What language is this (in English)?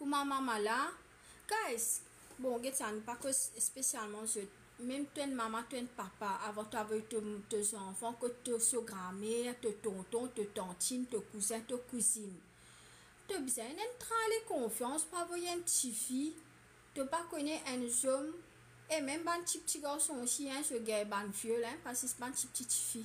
Morisyen